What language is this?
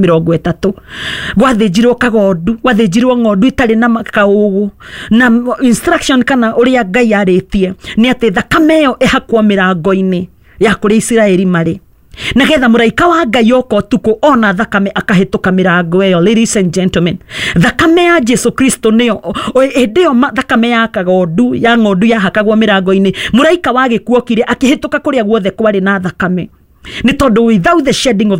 Kikuyu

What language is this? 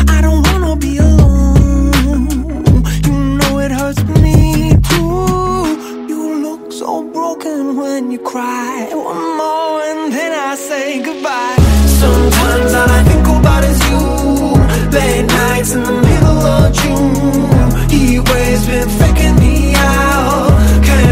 English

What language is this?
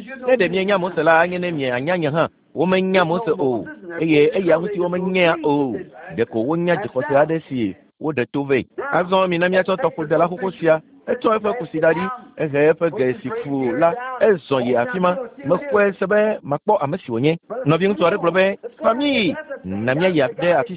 Ewe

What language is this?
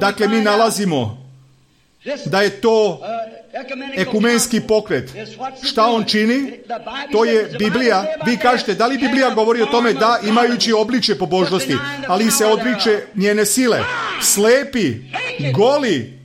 Serbian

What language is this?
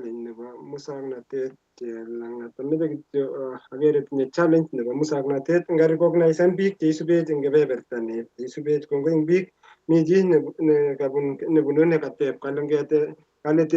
Kalenjin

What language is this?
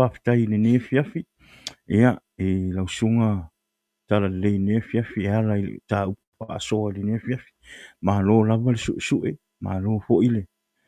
Samoan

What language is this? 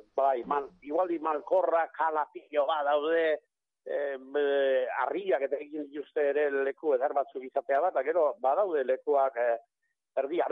Basque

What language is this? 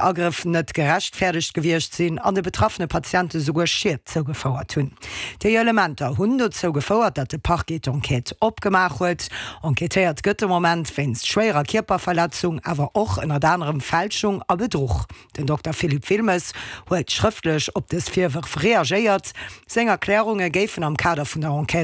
Luxembourgish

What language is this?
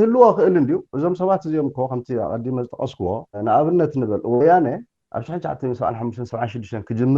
Tigrinya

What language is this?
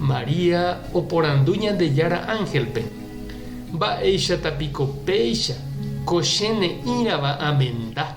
Guarani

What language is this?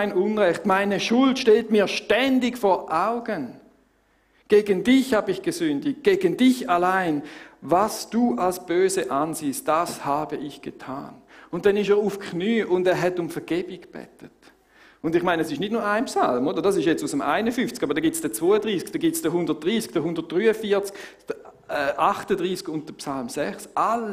Swiss German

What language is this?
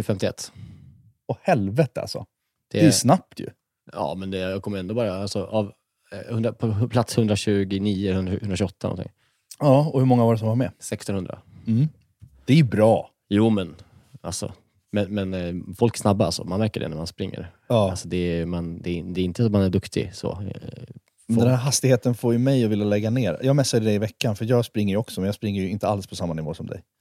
Swedish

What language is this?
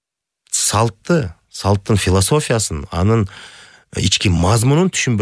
Kyrgyz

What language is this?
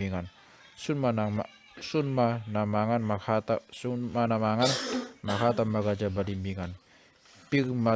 Batak Toba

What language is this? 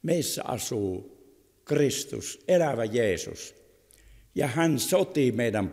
Finnish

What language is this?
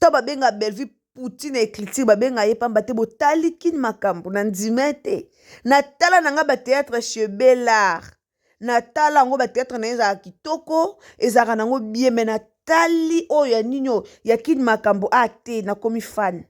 Lingala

